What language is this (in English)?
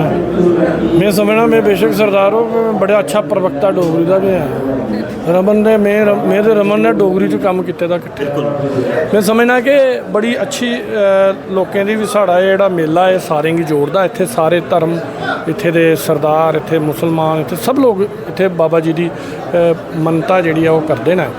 Dogri